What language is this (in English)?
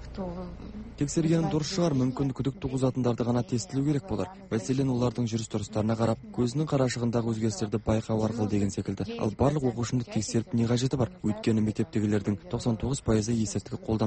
Kazakh